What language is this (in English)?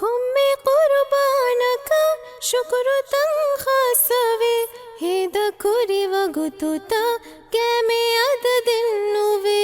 Divehi